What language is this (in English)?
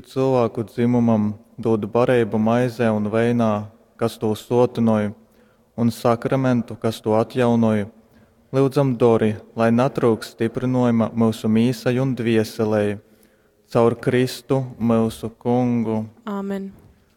Latgalian